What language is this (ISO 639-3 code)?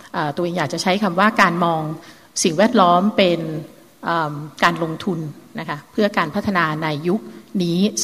tha